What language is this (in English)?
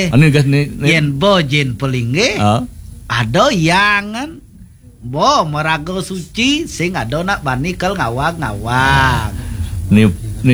Balinese